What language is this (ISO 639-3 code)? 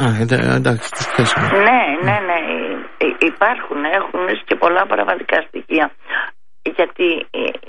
ell